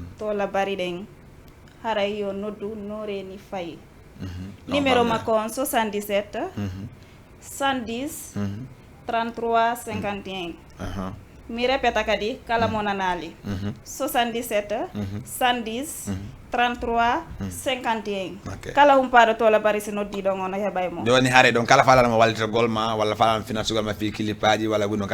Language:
Fula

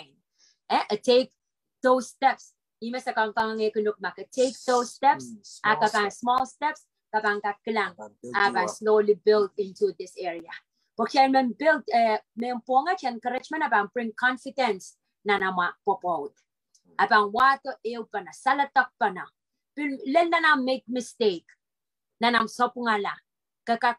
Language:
Pohnpeian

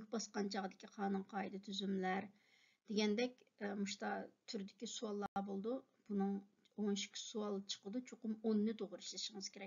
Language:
Uyghur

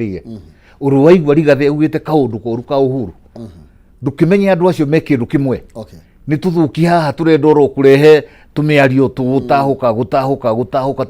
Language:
Kikuyu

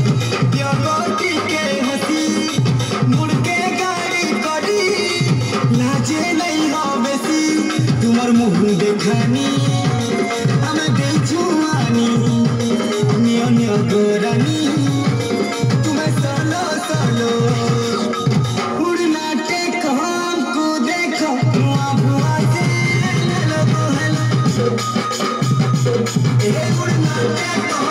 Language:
Bhojpuri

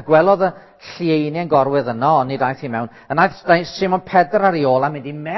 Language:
Welsh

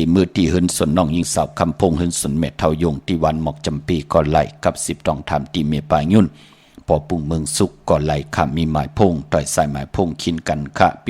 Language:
Shan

